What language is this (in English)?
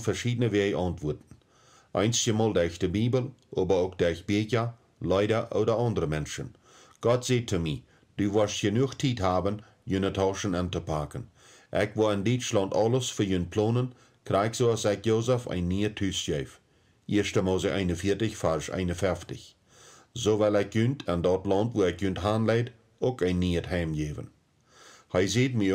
Plautdietsch